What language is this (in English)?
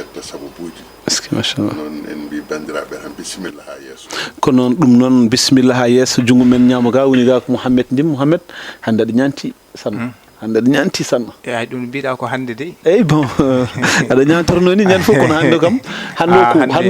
Fula